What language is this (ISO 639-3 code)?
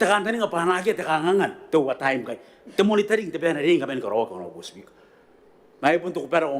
gil